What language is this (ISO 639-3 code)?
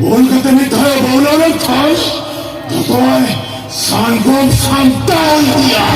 sat